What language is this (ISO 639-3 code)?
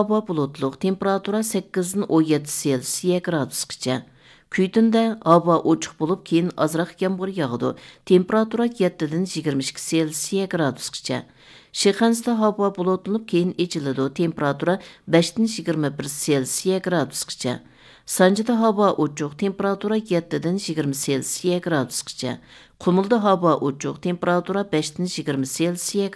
uig